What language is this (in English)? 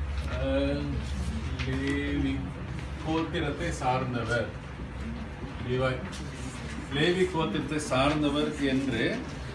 Tamil